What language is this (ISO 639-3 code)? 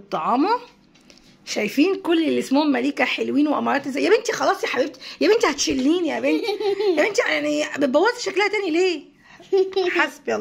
arz